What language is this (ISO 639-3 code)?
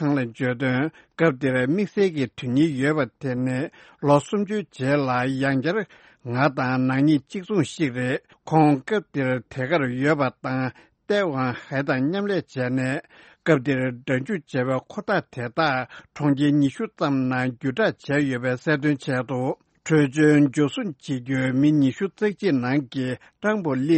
bod